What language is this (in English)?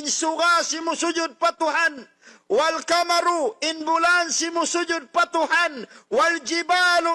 Tausug